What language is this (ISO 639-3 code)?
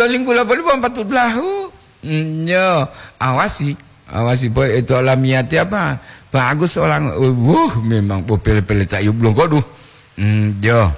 gor